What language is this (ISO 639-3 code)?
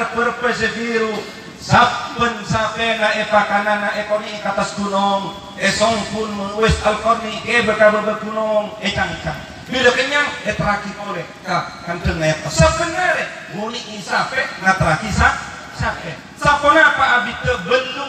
mad